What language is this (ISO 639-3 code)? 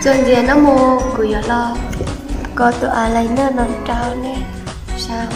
hmn